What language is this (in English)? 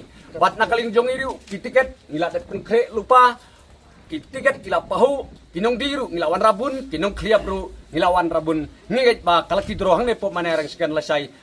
Khasi